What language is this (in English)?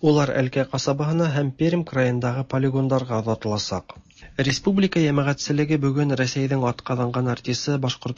Tatar